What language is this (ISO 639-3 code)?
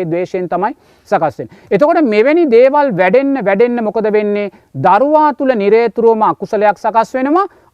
sin